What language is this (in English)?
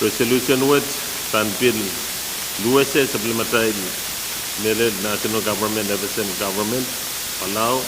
Pohnpeian